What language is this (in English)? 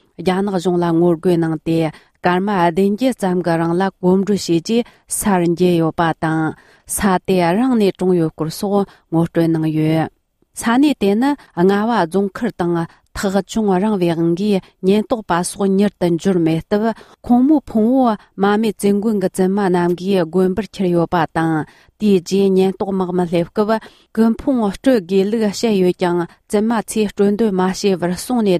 Tibetan